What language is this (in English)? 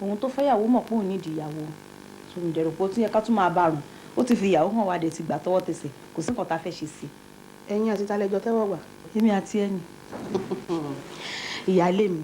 Yoruba